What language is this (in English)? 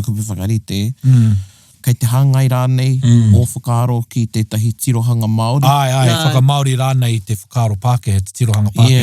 Māori